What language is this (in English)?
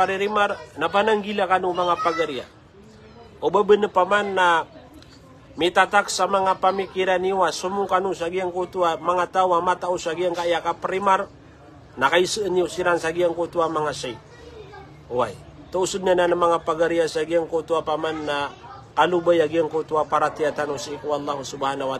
Maranao